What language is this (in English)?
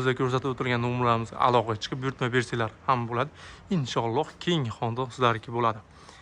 Uzbek